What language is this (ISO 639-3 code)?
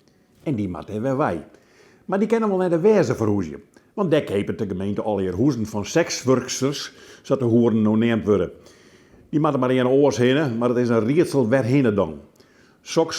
fry